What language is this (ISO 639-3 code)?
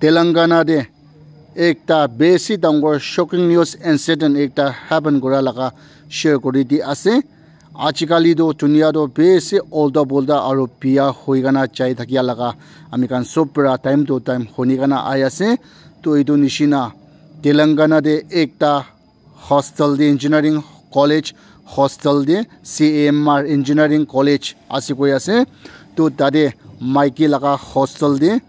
nag